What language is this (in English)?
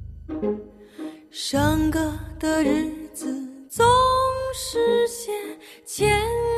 Chinese